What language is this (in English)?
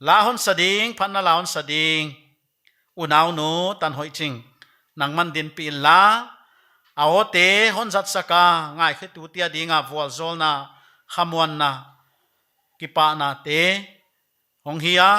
Paite Chin